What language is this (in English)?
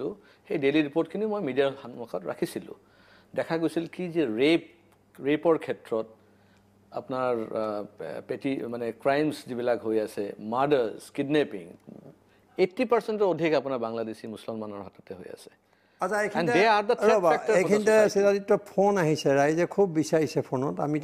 Assamese